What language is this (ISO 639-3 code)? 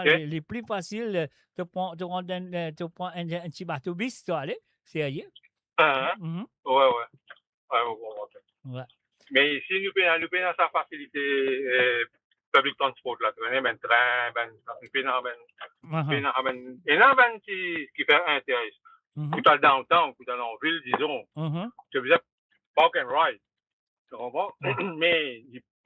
mfe